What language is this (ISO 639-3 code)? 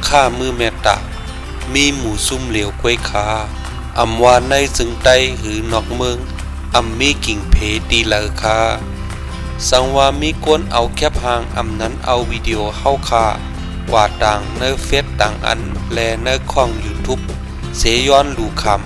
shn